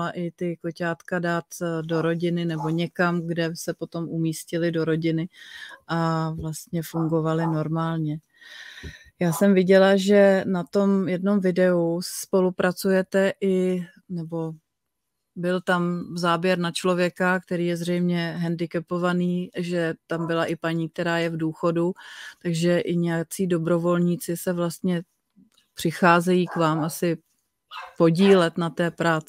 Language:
Czech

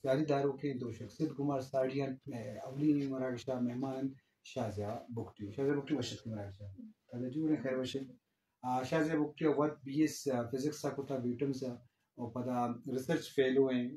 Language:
Eastern Balochi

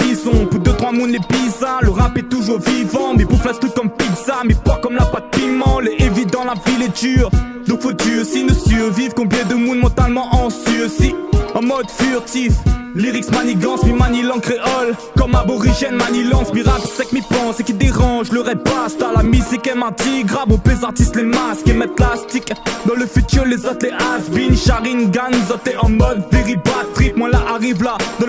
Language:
Réunion Creole French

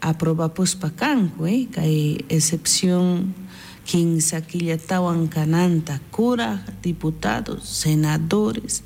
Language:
South Bolivian Quechua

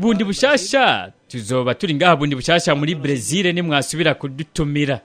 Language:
Rundi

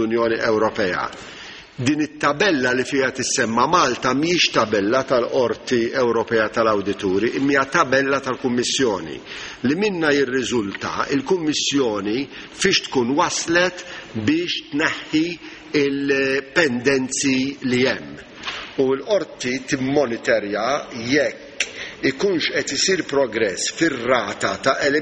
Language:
Maltese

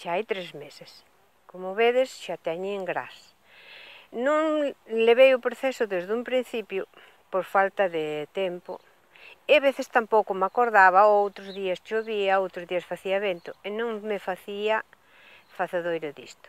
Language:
Galician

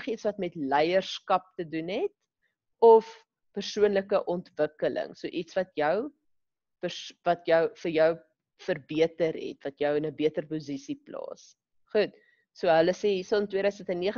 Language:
Afrikaans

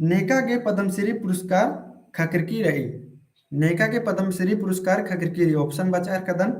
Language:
Kurukh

